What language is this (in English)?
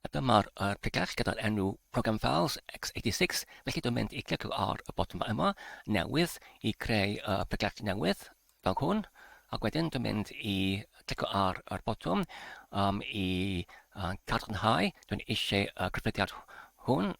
Welsh